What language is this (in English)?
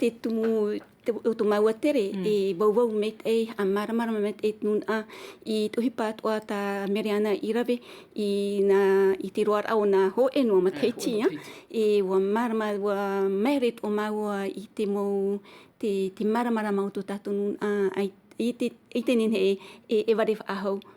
Tahitian